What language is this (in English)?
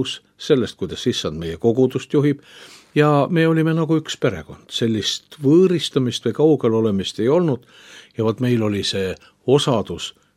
Estonian